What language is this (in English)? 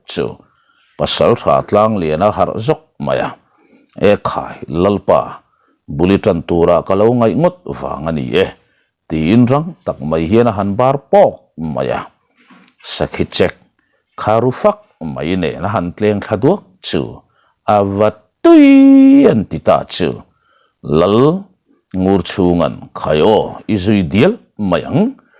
Mizo